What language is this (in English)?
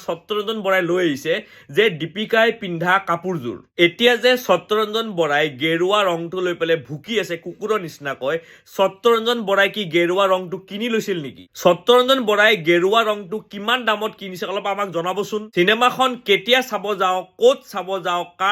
Assamese